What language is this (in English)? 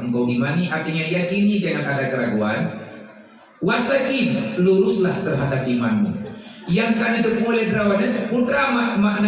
Achinese